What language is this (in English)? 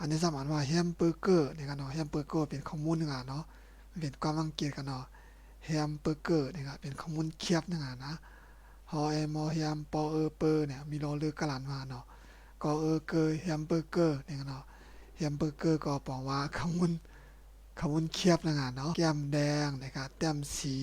Shan